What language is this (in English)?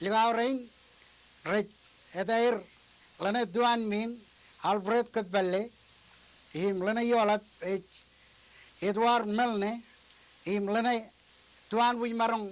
Marshallese